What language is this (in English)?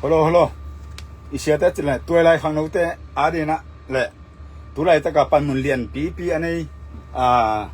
Tedim Chin